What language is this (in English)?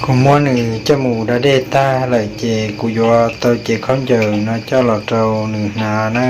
Hmong